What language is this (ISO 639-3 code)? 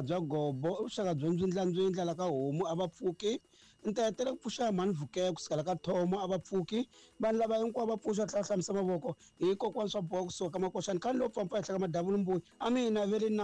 tso